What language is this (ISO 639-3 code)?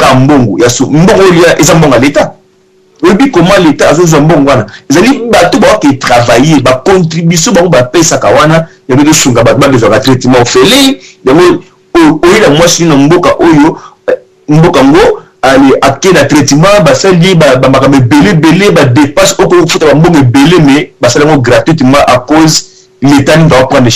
lin